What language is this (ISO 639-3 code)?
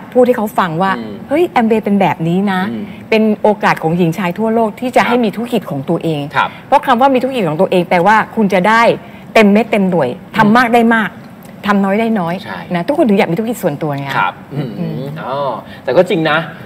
tha